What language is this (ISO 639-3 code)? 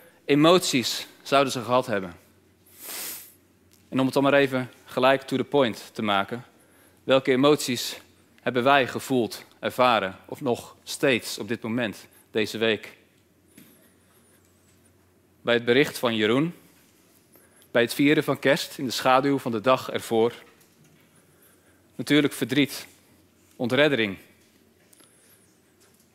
nld